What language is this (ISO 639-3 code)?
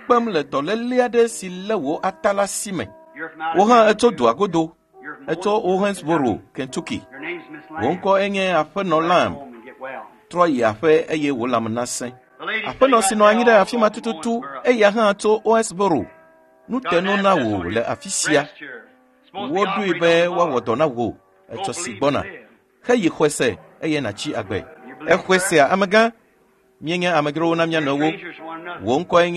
ewe